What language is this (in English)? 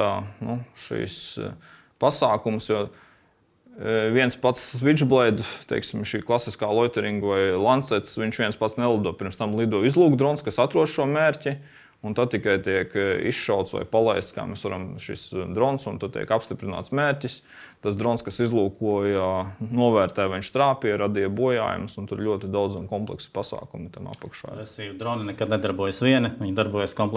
Latvian